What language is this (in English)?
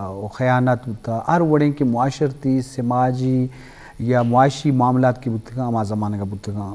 Eastern Balochi